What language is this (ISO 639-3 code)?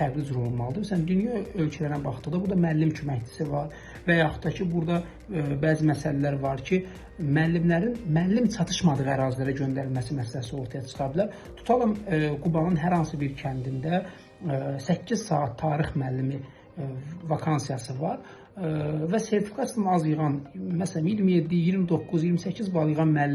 aze